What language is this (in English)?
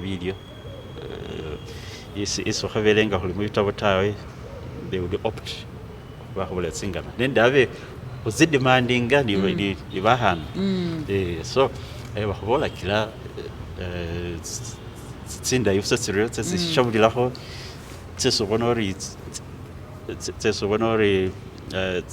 Masaaba